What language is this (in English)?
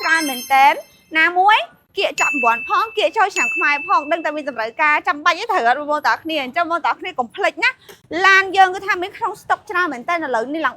Khmer